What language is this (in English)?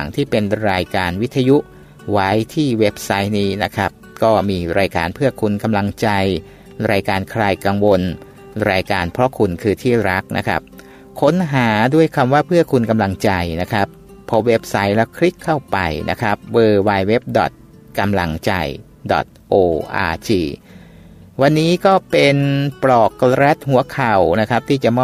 Thai